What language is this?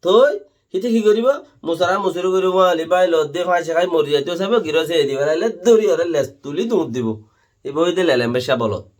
Rohingya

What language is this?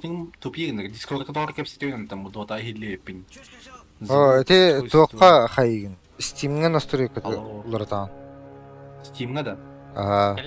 Yakut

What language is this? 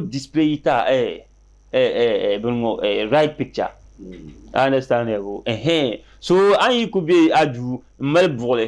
Dagbani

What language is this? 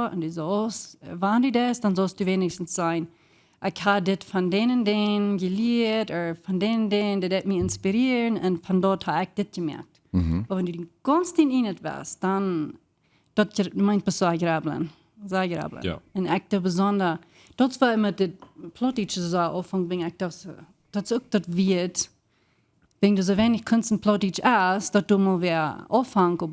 Plautdietsch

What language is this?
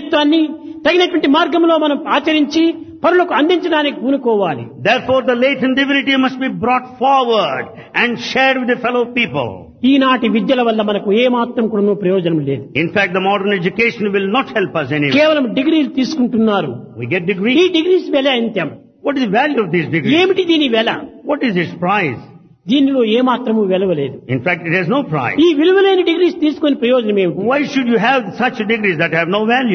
Telugu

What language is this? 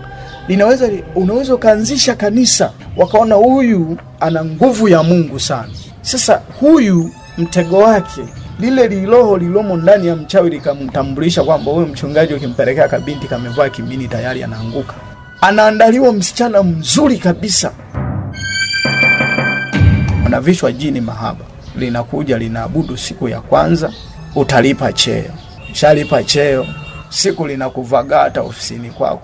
Swahili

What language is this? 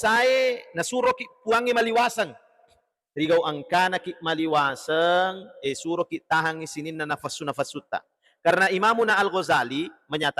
Buginese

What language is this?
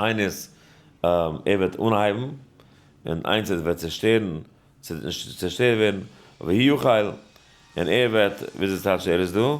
Yiddish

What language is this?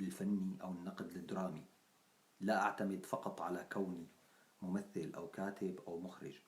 North Levantine Arabic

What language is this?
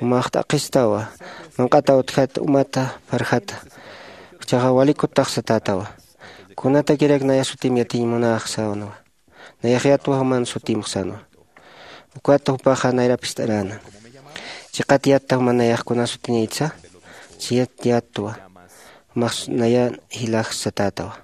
Aymara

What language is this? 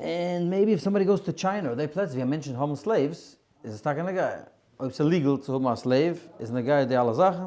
Yiddish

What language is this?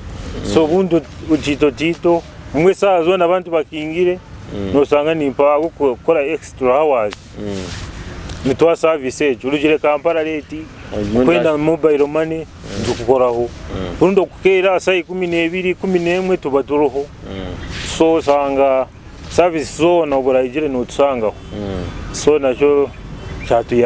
Nyoro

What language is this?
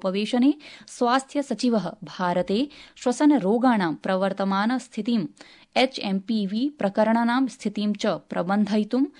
Sanskrit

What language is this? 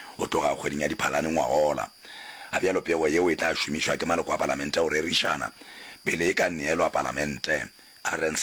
Northern Sotho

